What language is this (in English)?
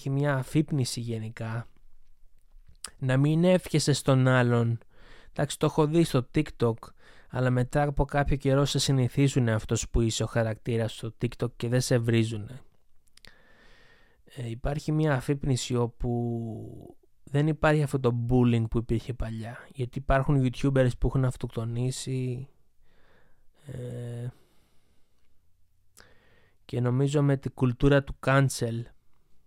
Greek